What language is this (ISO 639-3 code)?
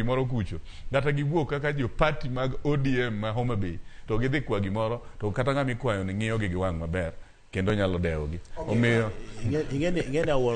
luo